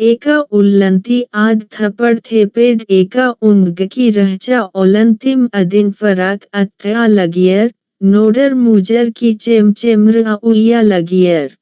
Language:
Kurukh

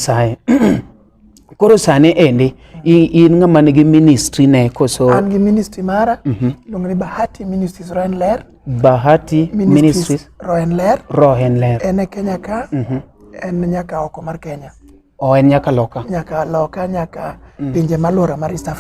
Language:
Luo (Kenya and Tanzania)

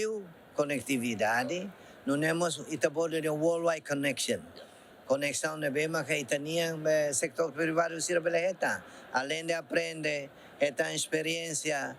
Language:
Tetum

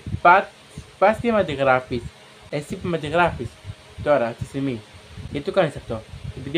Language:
Greek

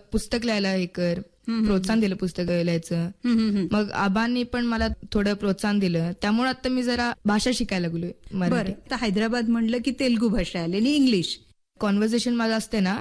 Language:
Marathi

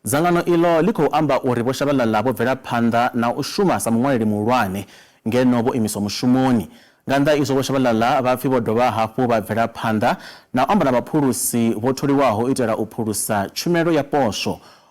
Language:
Venda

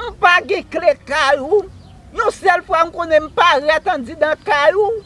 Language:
Haitian Creole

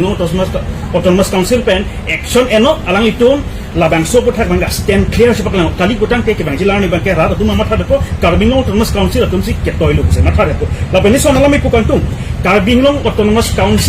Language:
Karbi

